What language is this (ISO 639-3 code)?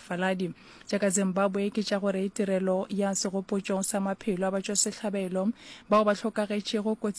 nso